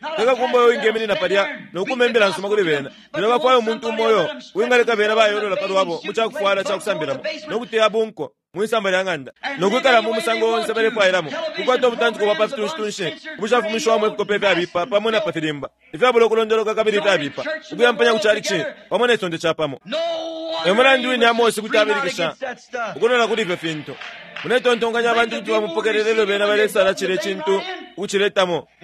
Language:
Bemba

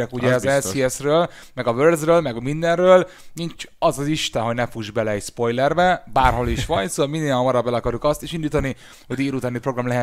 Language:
Hungarian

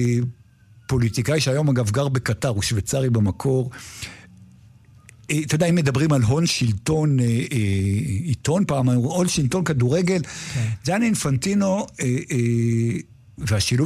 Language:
Hebrew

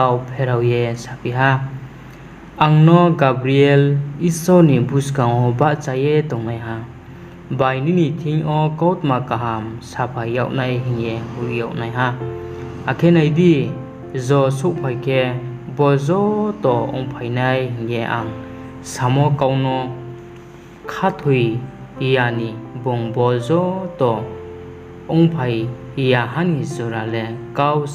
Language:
Riang (India)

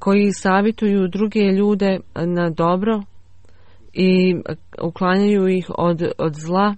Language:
Bosnian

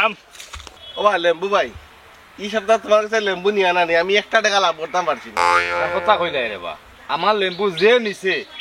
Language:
Sylheti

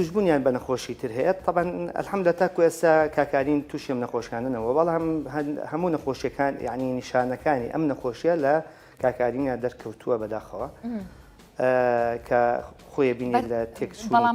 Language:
Central Kurdish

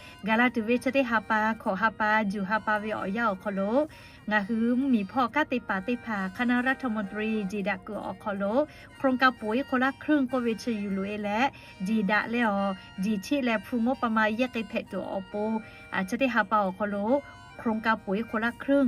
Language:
Lahu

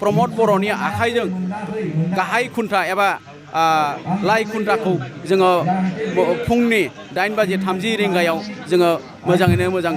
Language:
Bodo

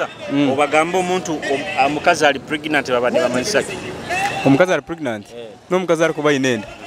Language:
Nyoro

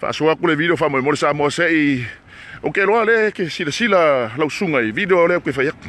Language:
Samoan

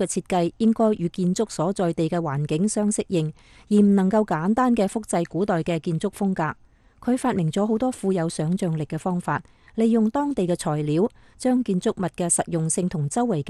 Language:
Cantonese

